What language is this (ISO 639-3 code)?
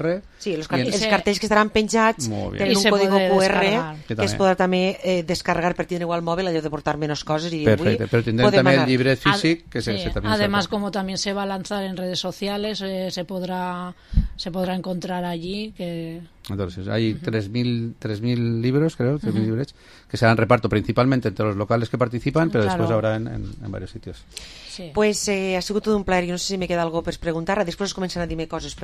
cat